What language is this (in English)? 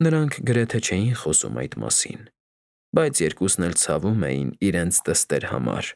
Armenian